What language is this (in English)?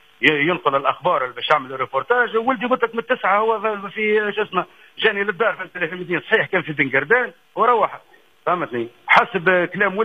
Tunisian Arabic